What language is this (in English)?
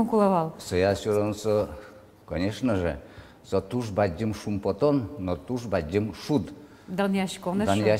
Udmurt